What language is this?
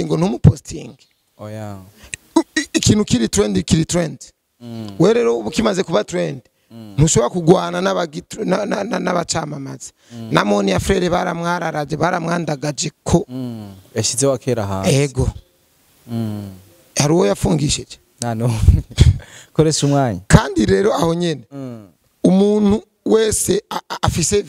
Rundi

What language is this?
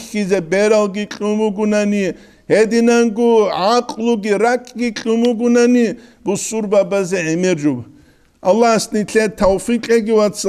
Avaric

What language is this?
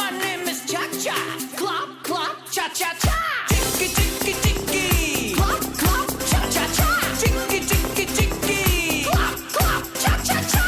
Kara-Kalpak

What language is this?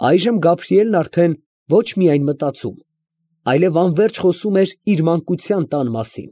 Armenian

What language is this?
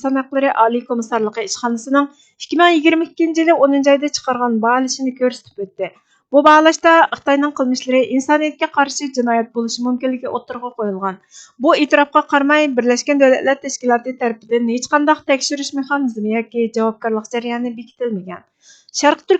Uyghur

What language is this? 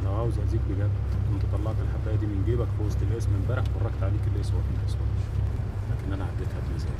Egyptian Arabic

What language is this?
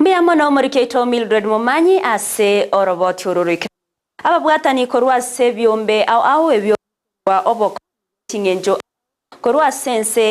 Gusii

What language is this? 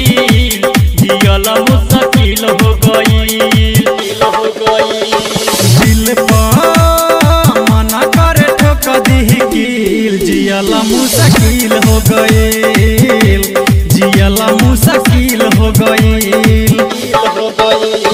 Bhojpuri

